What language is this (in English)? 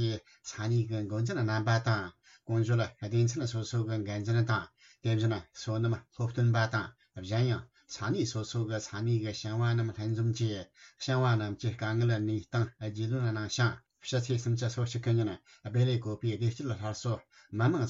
Tibetan